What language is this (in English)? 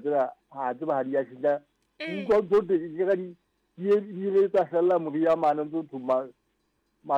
Southern Sotho